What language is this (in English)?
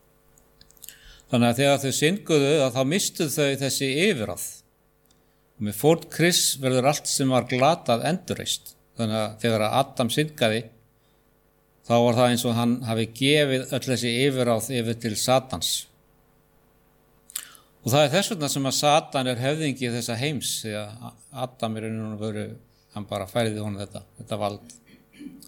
Icelandic